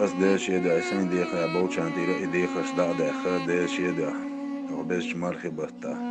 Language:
Chechen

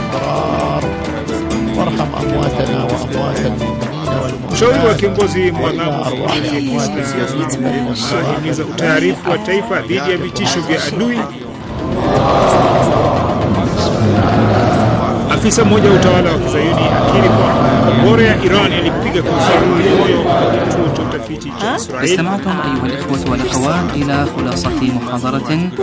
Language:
Swahili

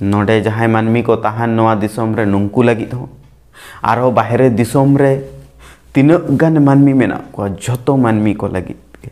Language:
Santali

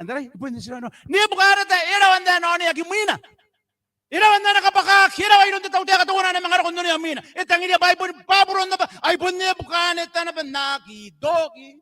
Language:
Gilbertese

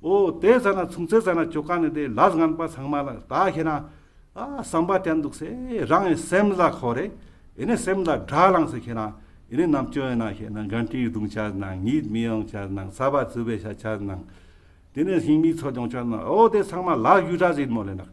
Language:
Ladakhi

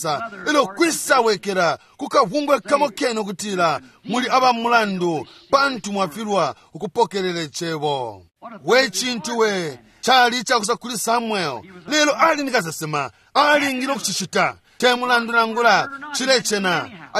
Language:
Bemba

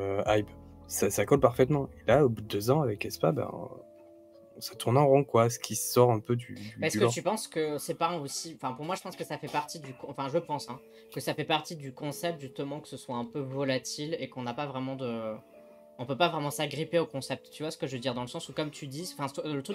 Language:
French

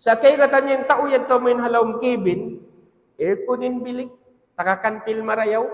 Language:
Tausug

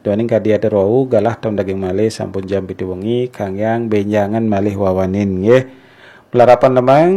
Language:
Balinese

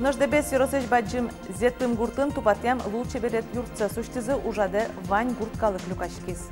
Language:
Udmurt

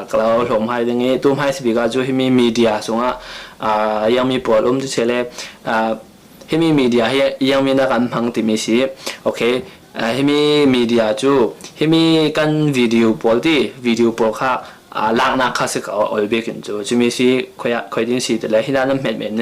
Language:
Falam Chin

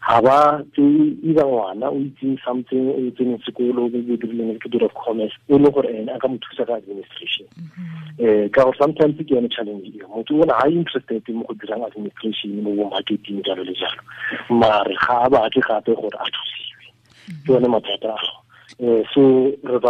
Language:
Tswana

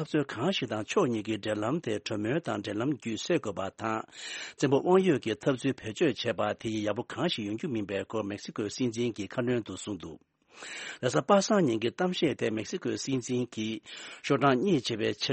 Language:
Tibetan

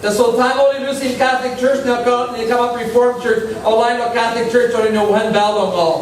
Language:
Tok Pisin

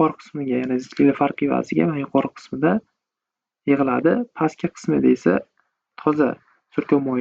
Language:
Uzbek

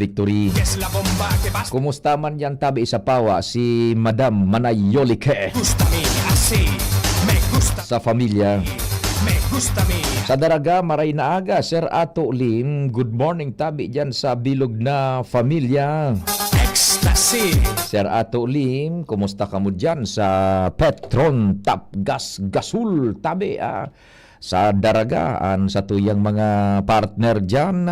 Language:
Bikol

